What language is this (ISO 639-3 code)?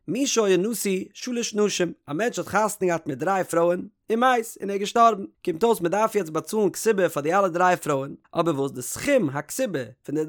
yid